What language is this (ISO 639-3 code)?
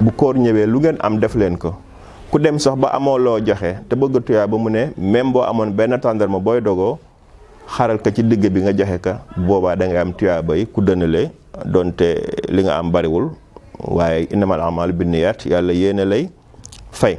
wol